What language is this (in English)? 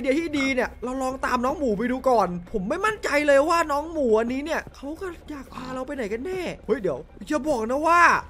Thai